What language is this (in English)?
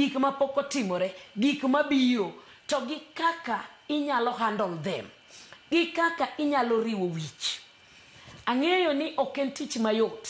Luo (Kenya and Tanzania)